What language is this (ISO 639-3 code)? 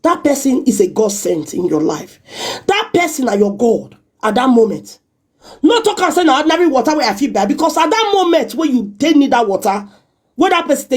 pcm